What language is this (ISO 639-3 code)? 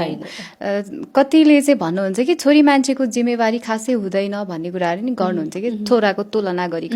nep